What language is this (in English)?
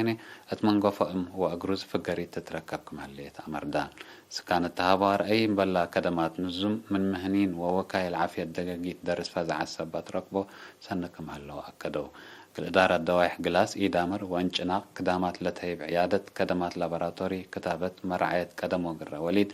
Tigre